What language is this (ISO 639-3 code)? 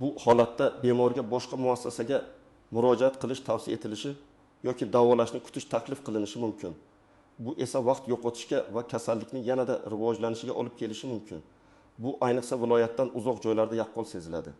uzb